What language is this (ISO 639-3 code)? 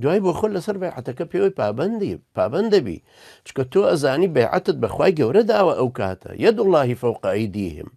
ckb